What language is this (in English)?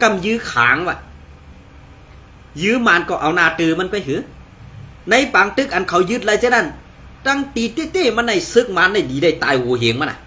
Shan